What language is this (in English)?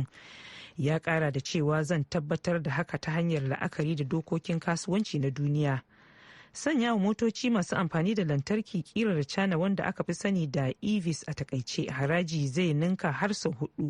Hausa